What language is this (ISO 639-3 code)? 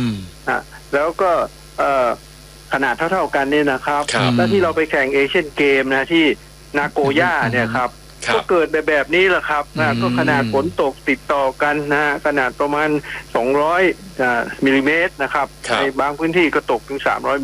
tha